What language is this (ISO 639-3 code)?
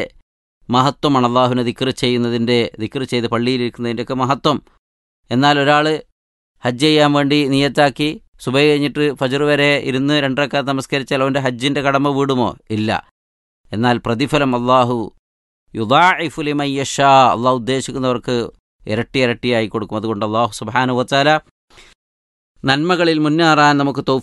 mal